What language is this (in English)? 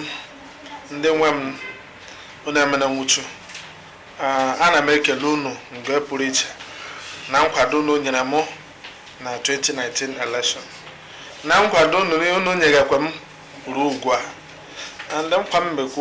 Igbo